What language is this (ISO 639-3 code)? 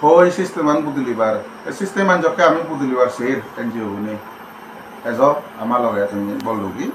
ccp